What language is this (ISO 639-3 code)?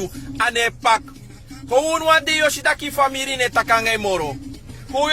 srn